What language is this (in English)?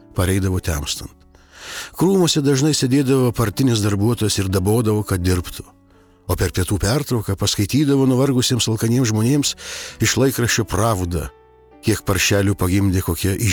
Lithuanian